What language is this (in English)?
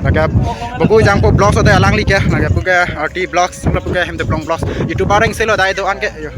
Karbi